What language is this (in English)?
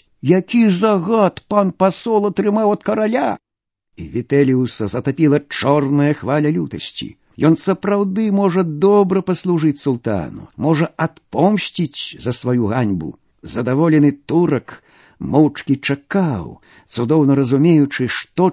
Belarusian